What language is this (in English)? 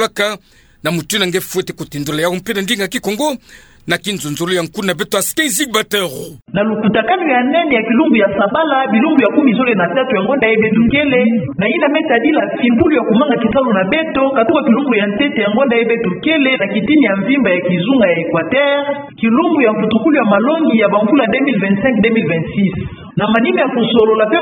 Kituba (Democratic Republic of Congo)